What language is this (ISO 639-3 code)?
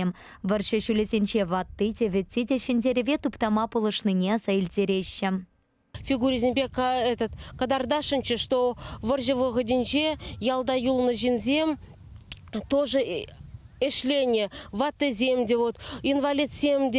chv